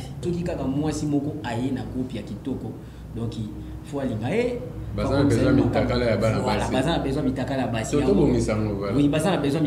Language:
Lingala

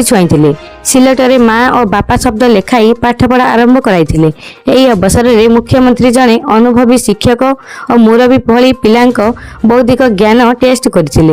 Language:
Odia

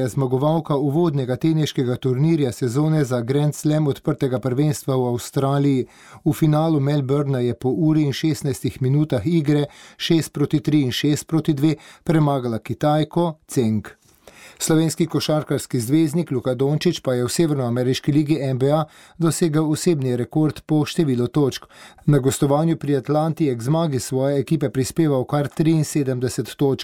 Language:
Slovenian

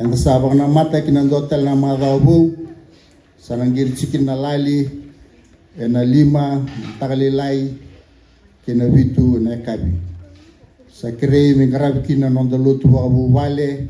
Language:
Fijian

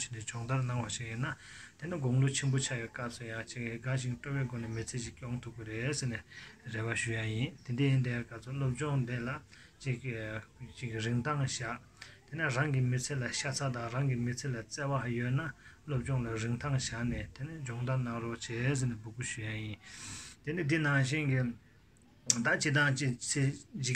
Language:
Tibetan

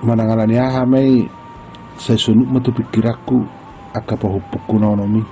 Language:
Batak Toba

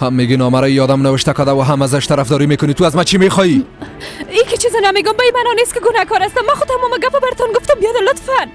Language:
Persian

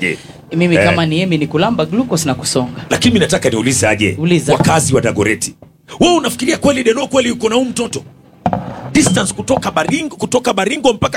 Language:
Swahili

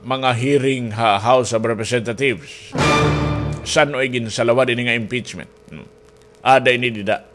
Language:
Waray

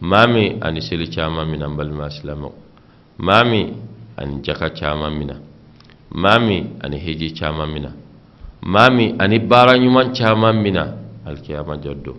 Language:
Bambara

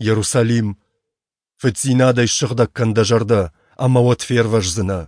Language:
Ossetic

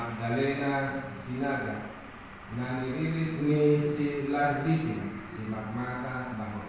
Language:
Batak Toba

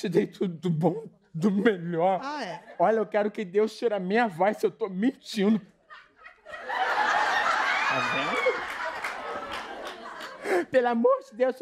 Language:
Portuguese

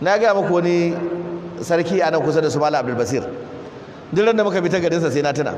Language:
Hausa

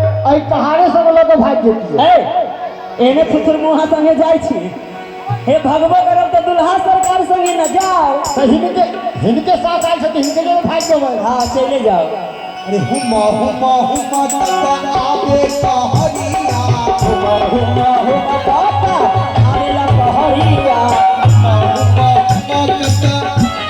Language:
Maithili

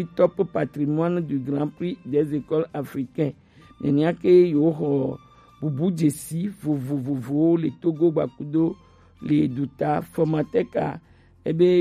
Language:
Gen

